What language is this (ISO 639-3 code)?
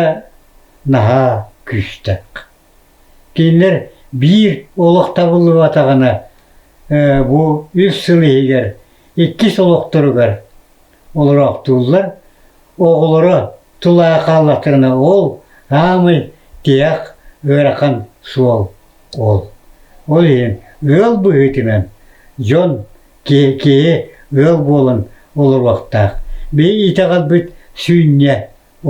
sah